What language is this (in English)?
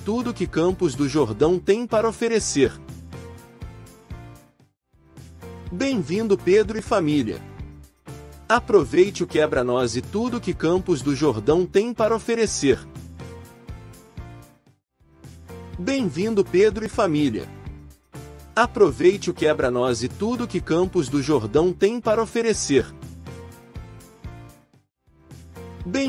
Portuguese